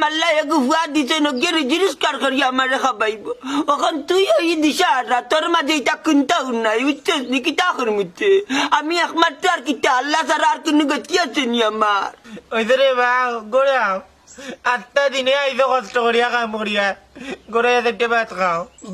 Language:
Sylheti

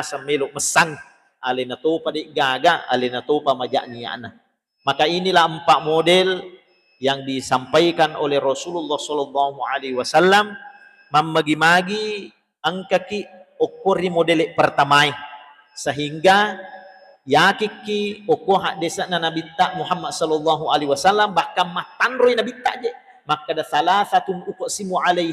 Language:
Buginese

